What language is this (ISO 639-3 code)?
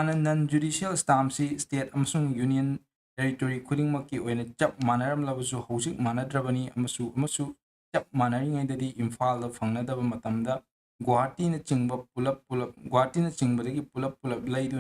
mni